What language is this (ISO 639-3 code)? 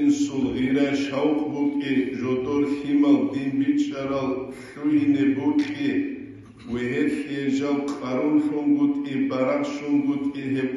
ava